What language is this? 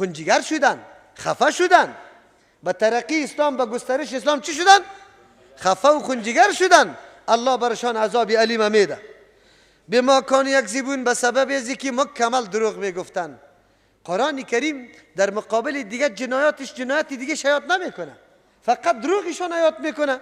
Persian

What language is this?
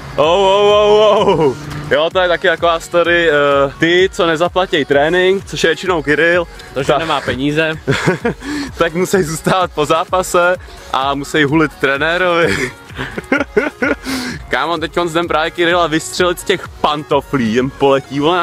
Czech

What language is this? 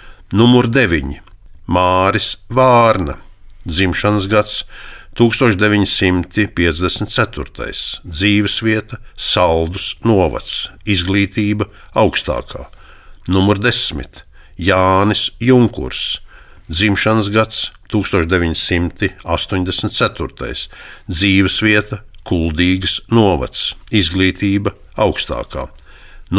Latvian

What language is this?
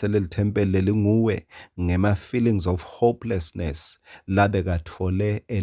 Swati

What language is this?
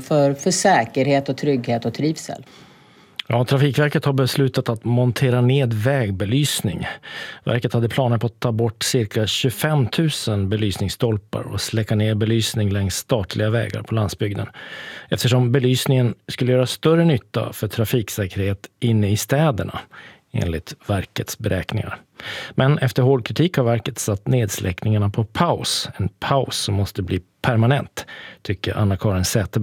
Swedish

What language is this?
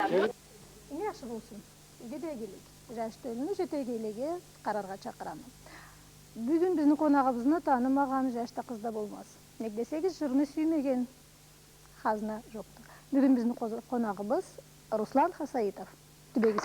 Karachay-Balkar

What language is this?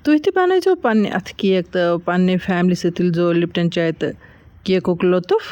Kashmiri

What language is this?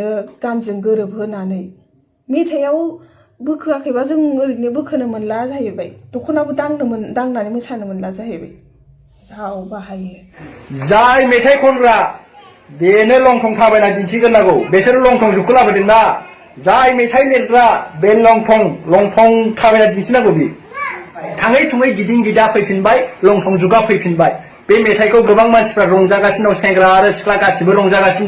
Bodo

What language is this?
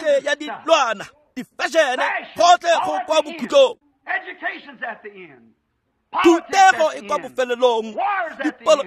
Tswana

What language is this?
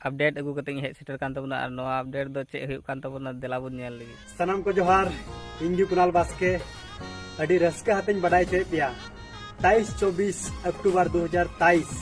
Santali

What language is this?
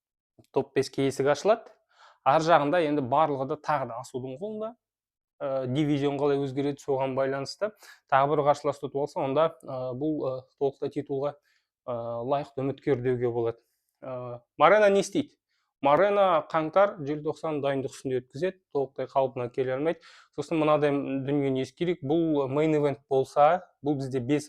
Kazakh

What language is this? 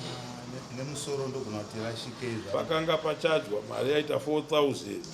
Shona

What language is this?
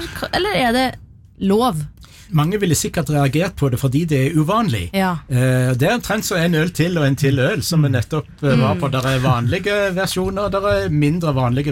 Norwegian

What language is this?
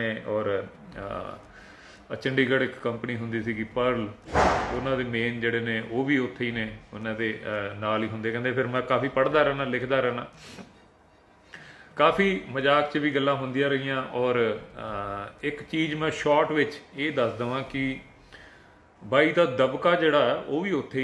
Punjabi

